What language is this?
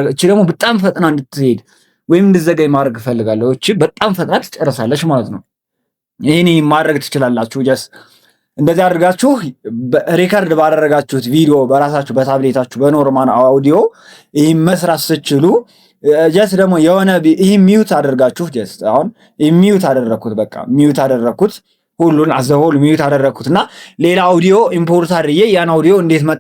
Amharic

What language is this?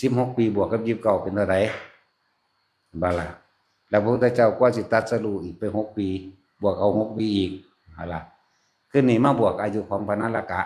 Northeastern Thai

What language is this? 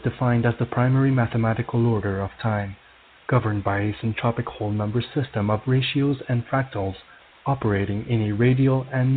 English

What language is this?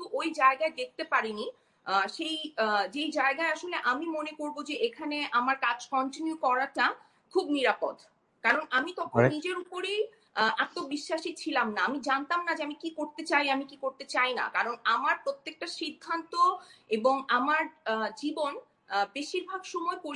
Bangla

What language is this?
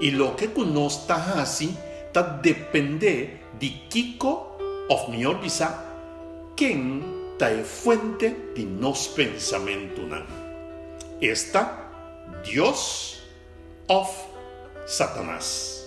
Papiamento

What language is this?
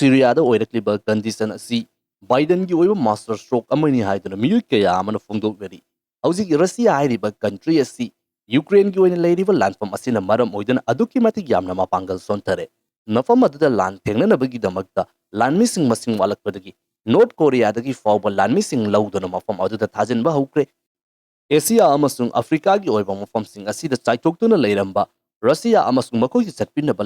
Manipuri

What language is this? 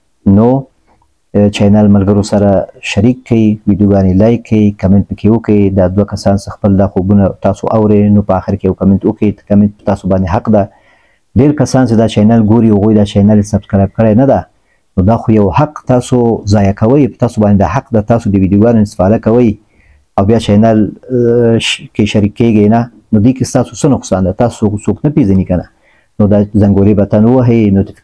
Pashto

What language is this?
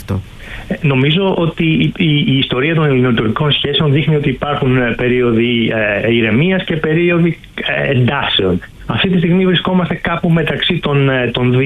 Greek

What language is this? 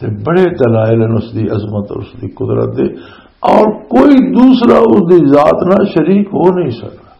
Western Panjabi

